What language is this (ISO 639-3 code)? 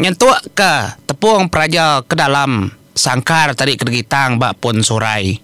iba